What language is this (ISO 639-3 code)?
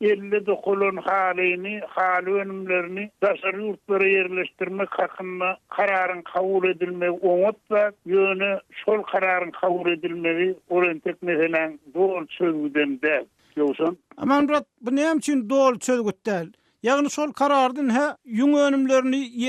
tuk